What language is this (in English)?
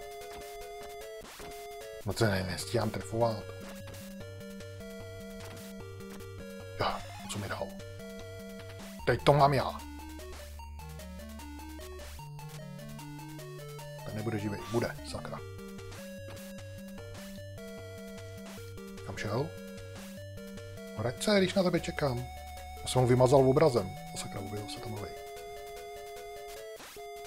Czech